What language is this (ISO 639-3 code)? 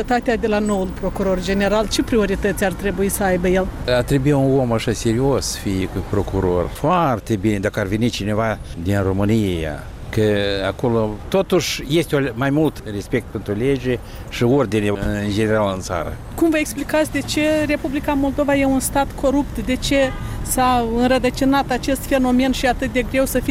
ron